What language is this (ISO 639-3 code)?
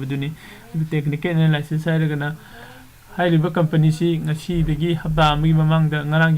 mni